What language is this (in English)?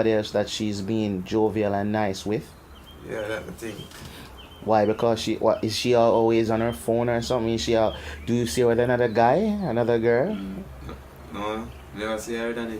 Jamaican Creole English